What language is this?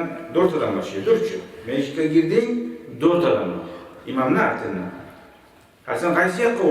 Kumyk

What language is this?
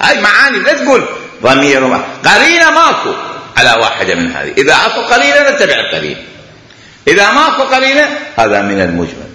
Mesopotamian Arabic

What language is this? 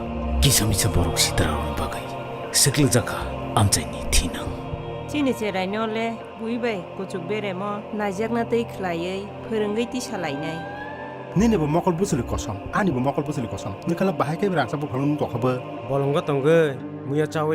Kok Borok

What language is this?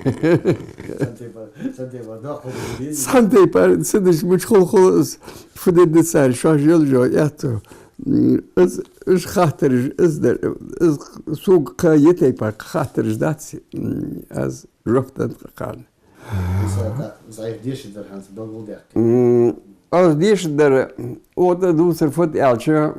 Ingush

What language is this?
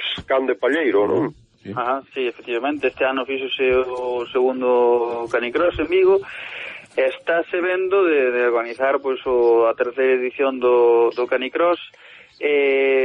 Galician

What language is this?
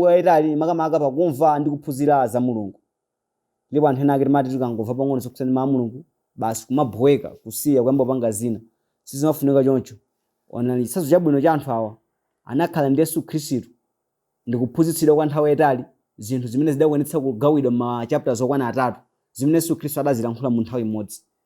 Nyanja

